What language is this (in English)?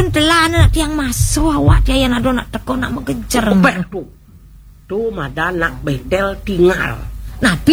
Balinese